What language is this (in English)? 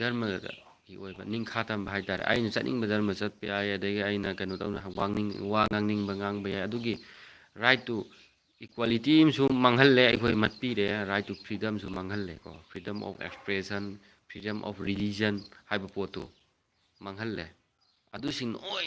Manipuri